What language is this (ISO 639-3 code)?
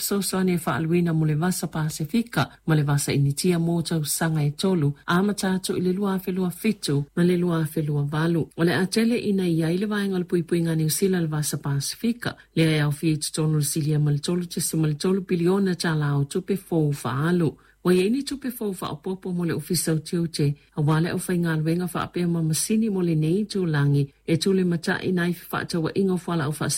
smo